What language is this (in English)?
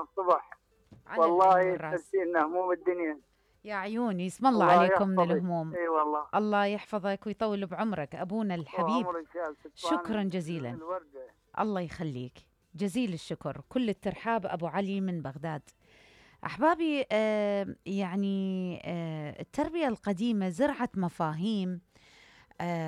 Mesopotamian Arabic